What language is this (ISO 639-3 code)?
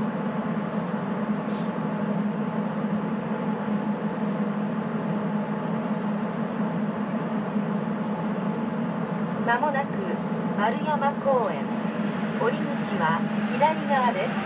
jpn